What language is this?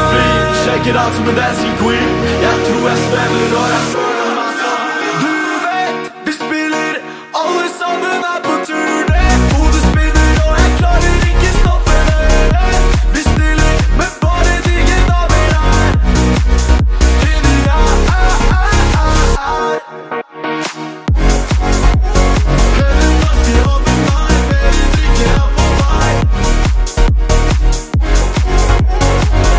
Norwegian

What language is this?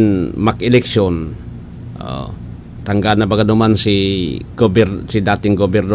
Bikol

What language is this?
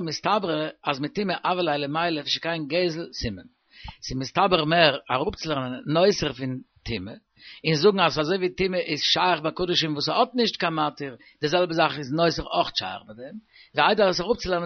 Yiddish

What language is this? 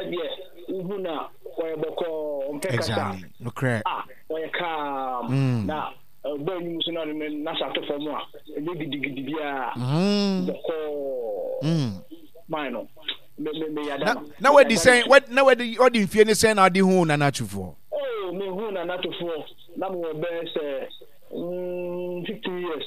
Akan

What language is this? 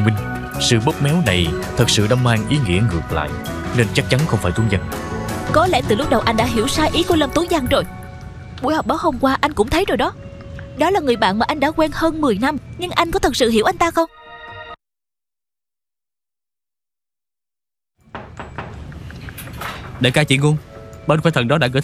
Vietnamese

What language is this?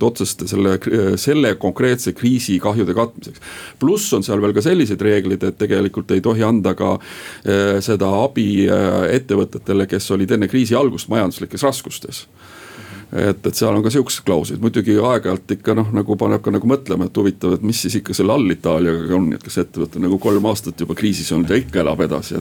Estonian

